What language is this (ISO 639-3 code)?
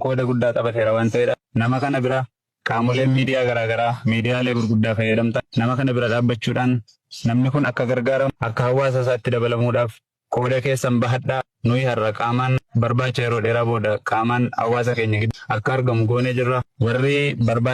orm